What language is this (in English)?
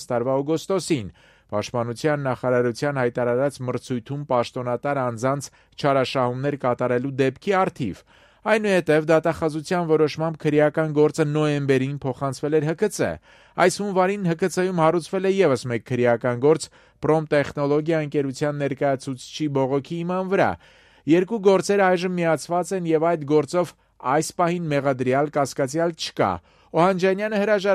Armenian